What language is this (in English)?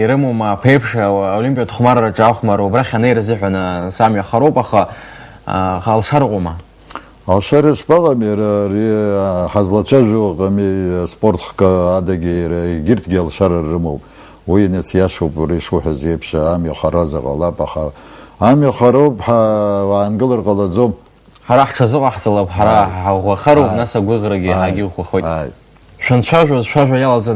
Abkhazian